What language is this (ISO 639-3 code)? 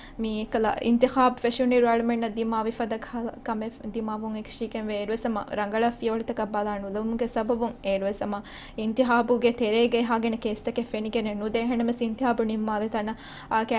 div